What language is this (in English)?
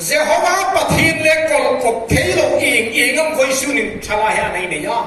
Hmar